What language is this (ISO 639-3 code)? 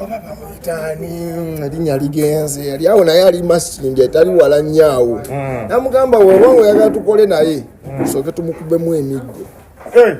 lug